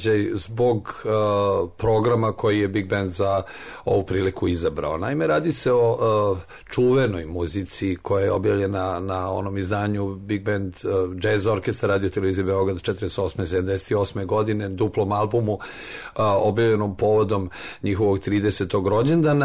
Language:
Serbian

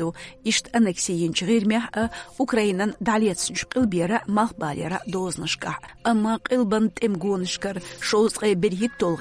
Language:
Chechen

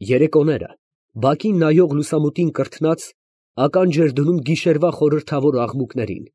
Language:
Armenian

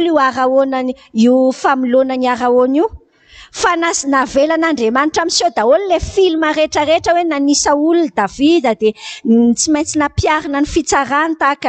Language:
Malagasy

